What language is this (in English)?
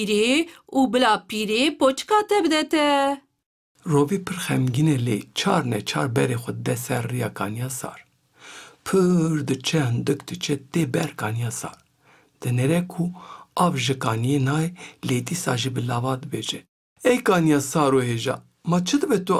Kurdish